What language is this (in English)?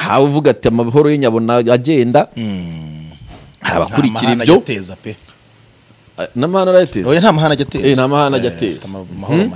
Kinyarwanda